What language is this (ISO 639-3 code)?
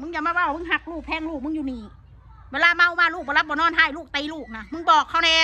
tts